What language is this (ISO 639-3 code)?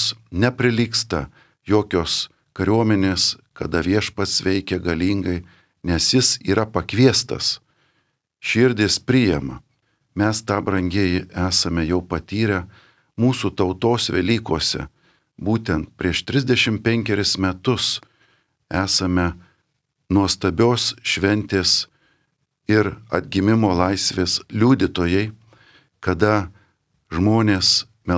lit